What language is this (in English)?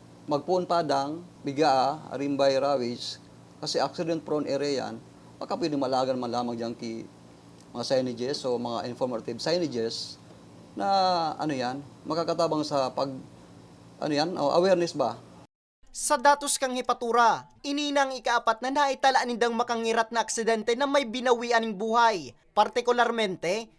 Bikol